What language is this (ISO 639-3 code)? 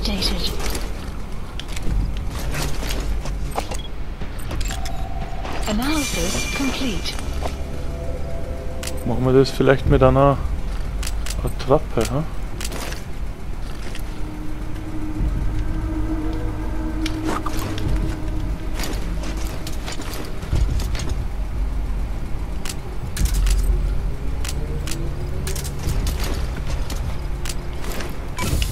deu